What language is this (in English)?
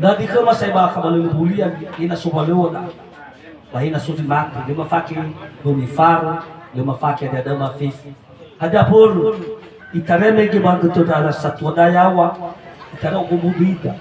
Nias